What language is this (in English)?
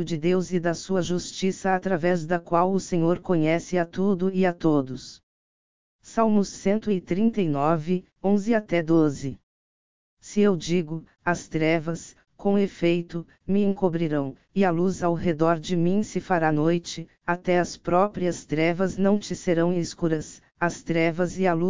Portuguese